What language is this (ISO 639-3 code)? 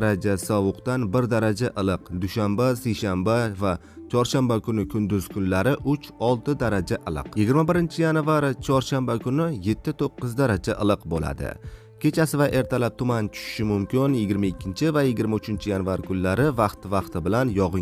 uzb